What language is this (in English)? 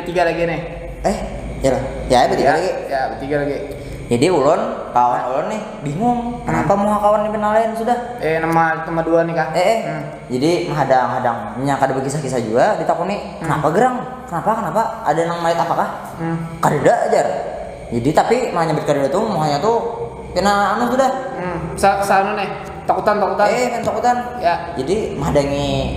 Banjar